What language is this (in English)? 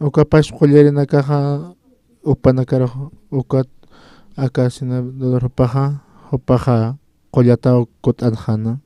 Aymara